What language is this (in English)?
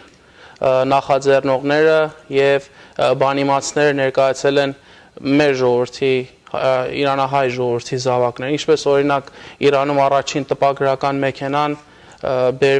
Western Armenian